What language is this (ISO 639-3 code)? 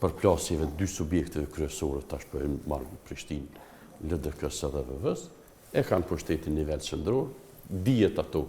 sqi